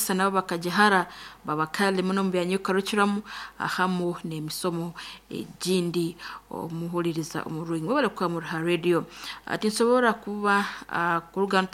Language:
Nyankole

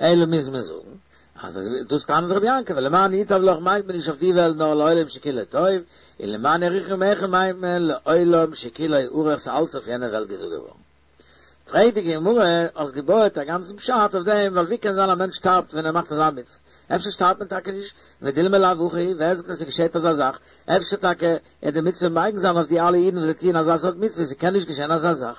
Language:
Yiddish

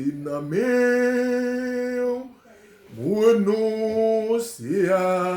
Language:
Haitian Creole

